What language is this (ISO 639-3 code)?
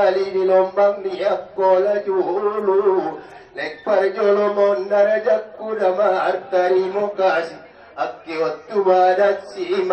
akb